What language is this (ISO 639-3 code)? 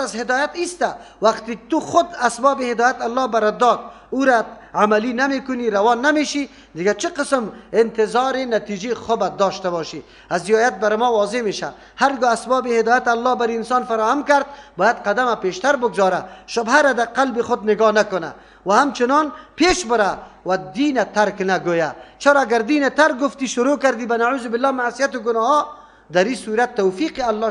fas